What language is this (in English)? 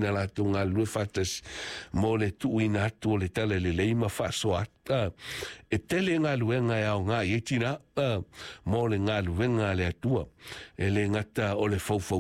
Samoan